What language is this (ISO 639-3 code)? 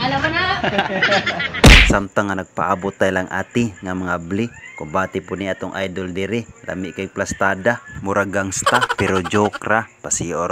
ceb